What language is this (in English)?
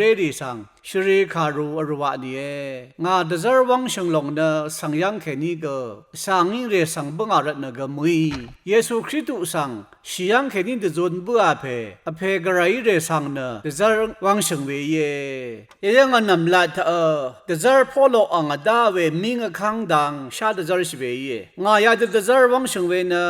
Rawang